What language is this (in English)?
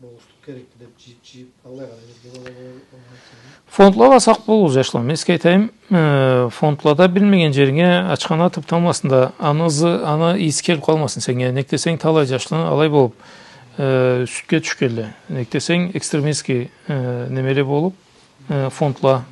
Karachay-Balkar